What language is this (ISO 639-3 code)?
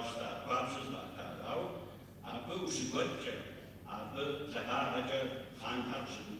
kbd